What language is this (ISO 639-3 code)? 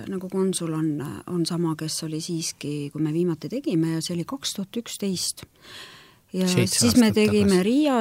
est